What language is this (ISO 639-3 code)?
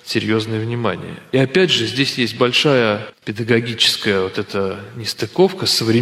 rus